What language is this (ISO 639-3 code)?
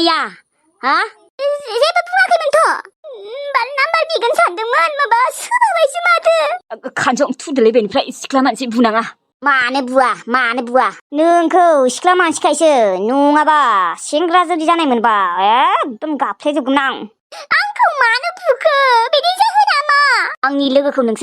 brx